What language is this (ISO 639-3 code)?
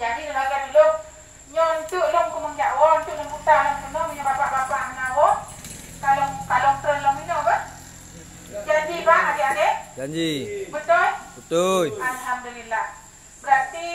ace